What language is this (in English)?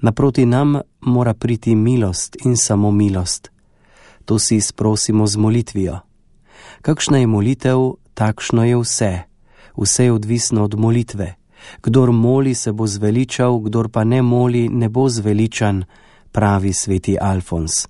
Slovenian